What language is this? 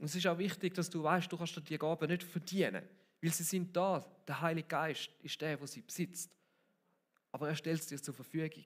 Swiss German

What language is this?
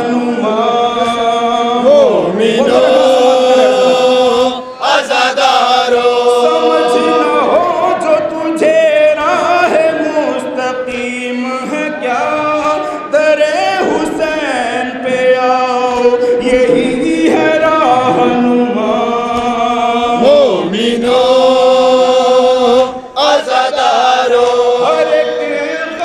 Urdu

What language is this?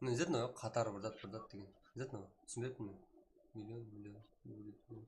Kara-Kalpak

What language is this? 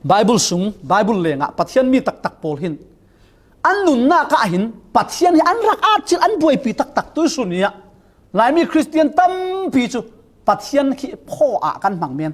Falam Chin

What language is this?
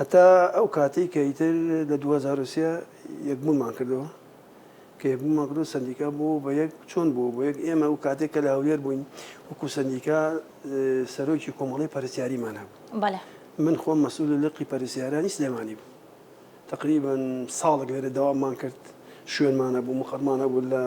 Central Kurdish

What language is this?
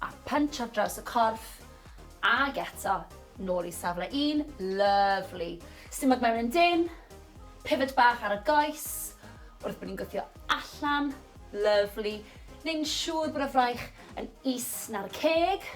Welsh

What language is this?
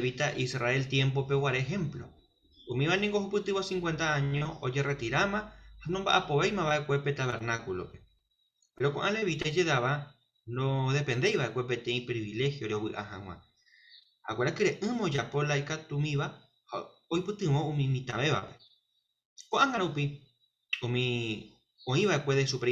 Guarani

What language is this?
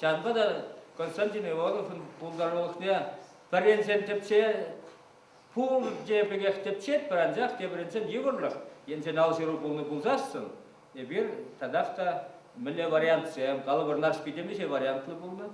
Chuvash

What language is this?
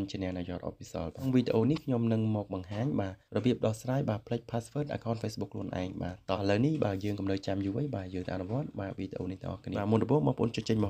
Khmer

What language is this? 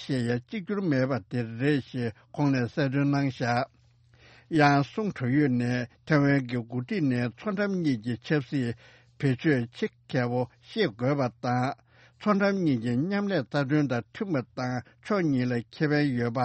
Tibetan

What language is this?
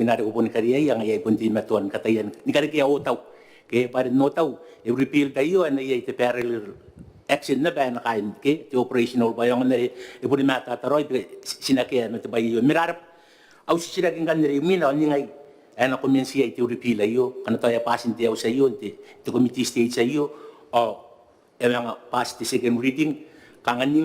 Gilbertese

